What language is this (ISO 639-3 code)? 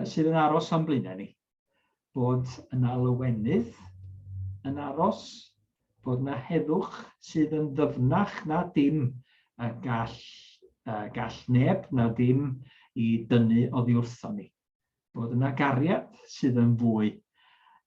cym